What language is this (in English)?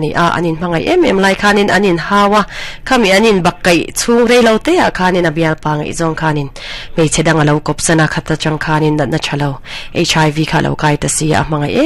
Mizo